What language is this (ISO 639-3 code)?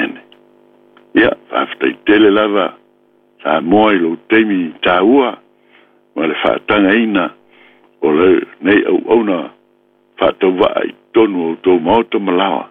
smo